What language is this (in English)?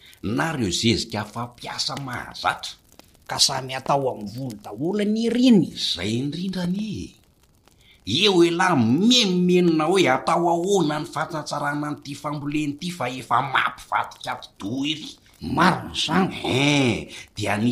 Malagasy